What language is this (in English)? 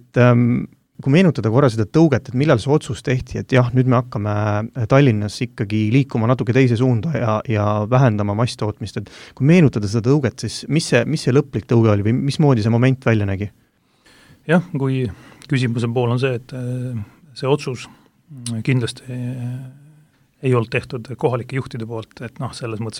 Estonian